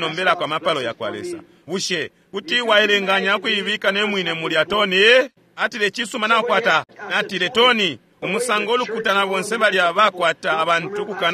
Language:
Bemba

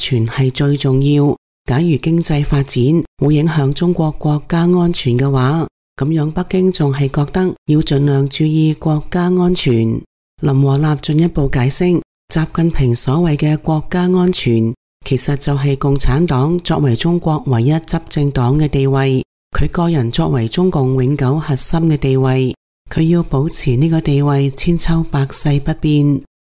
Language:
Cantonese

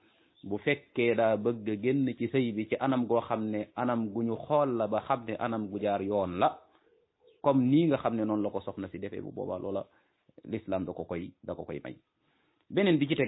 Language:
Wolof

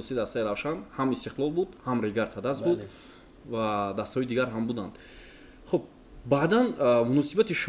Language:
Tajik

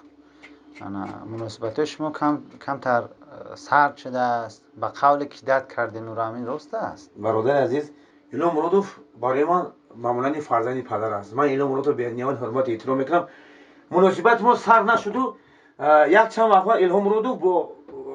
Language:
Tajik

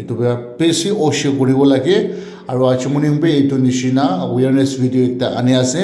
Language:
Naga Pidgin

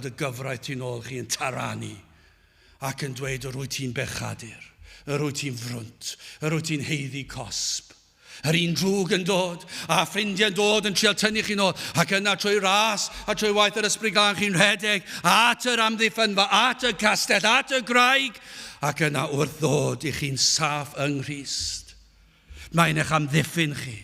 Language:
Welsh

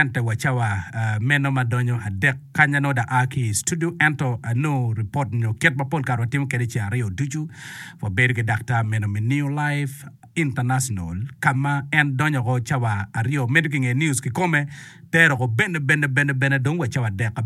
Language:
Acoli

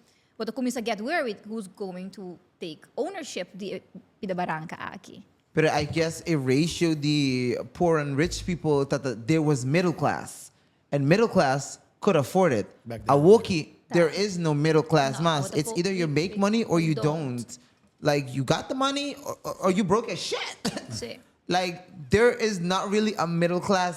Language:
Papiamento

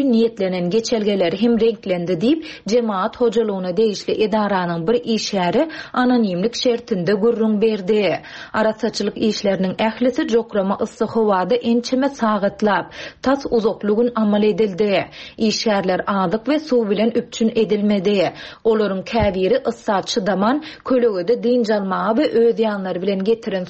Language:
Turkmen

